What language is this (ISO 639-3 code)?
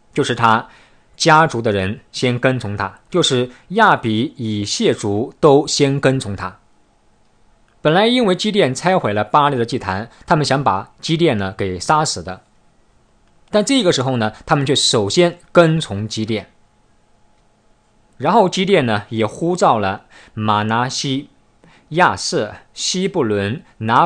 zho